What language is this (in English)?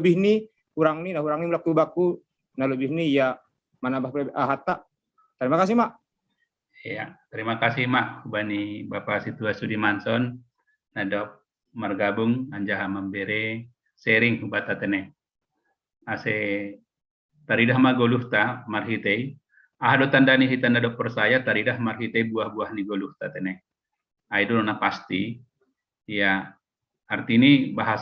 Batak Simalungun